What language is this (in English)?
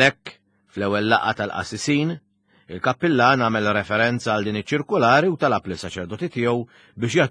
Maltese